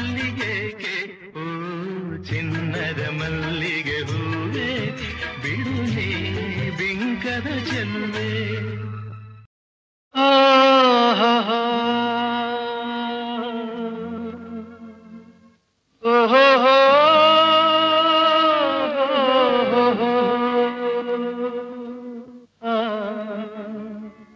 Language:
Kannada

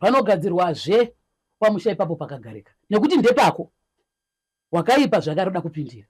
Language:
Shona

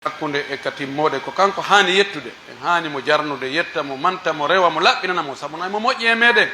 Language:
Pular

